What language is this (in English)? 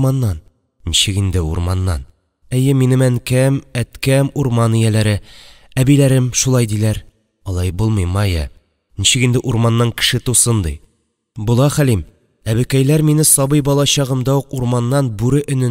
Tatar